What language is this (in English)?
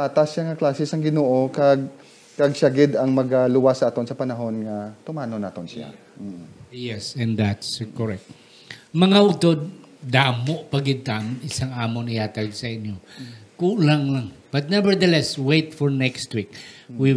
Hiligaynon